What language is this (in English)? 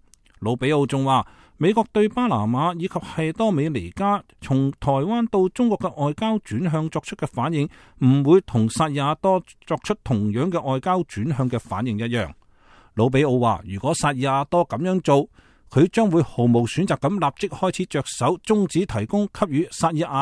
Cantonese